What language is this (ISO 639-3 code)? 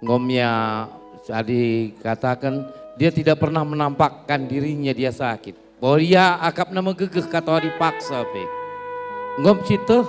btx